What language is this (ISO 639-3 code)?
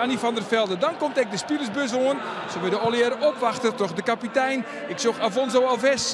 fry